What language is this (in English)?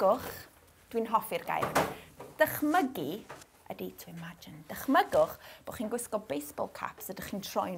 Welsh